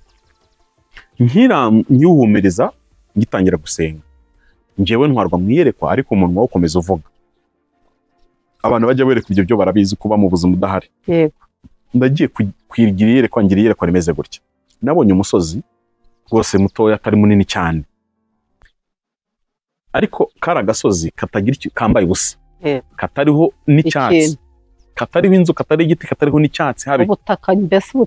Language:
Kinyarwanda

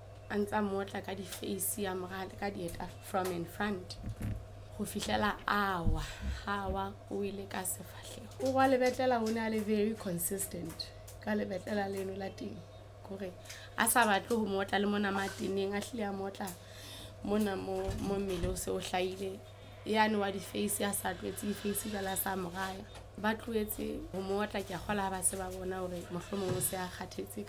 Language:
Southern Sotho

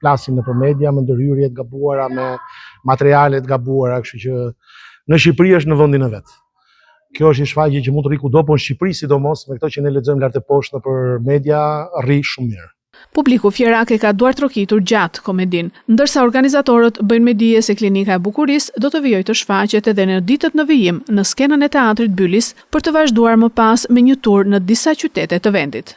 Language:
Albanian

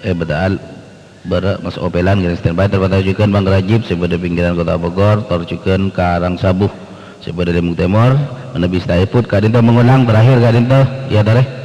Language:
Madurese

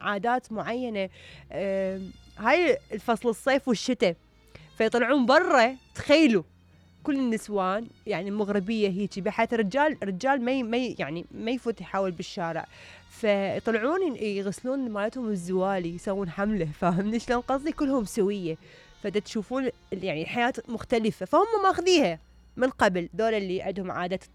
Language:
Mesopotamian Arabic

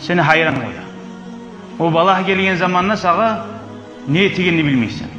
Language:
Kumyk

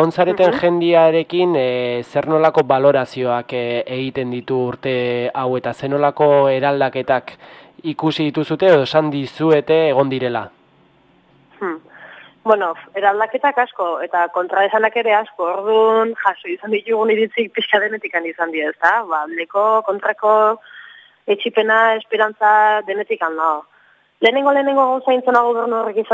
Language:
Basque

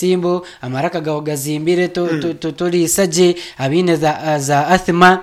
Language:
Nyankole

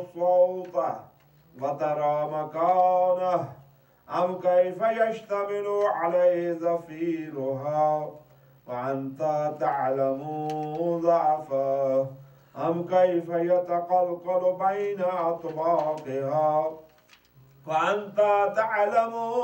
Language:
Arabic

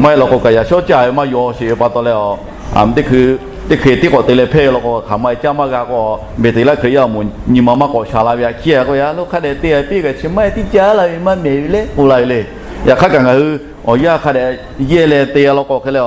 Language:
Lahu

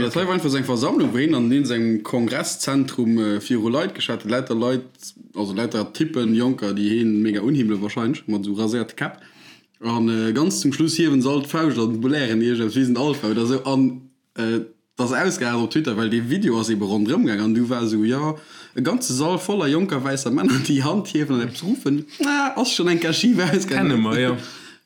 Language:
Luxembourgish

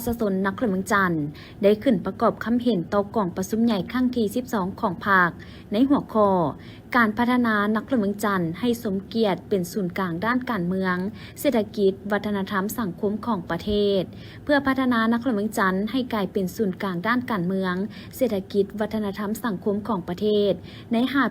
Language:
Lao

